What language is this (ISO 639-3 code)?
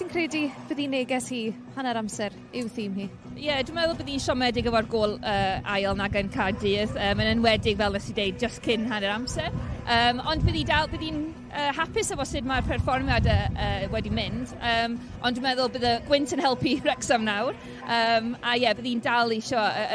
cym